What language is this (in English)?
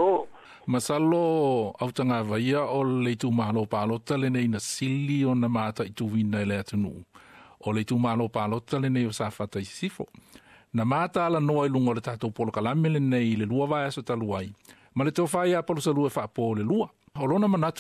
Samoan